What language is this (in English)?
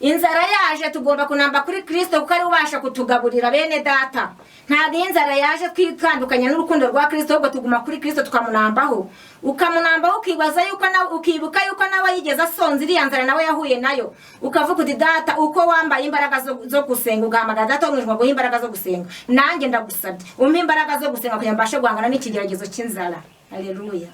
Kinyarwanda